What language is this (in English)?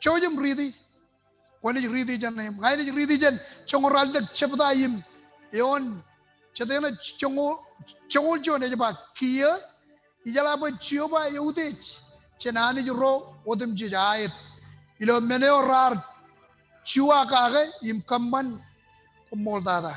Marshallese